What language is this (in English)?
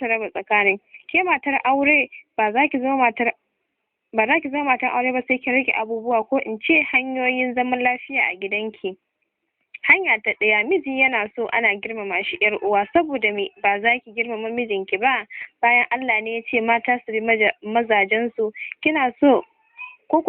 Hausa